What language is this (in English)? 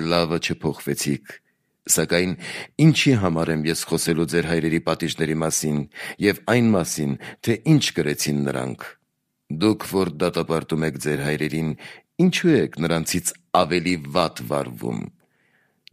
Armenian